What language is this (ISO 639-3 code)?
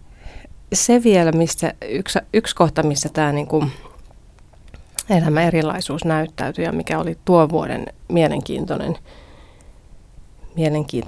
fin